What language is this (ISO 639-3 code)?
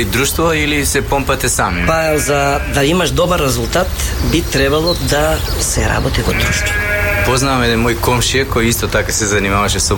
mkd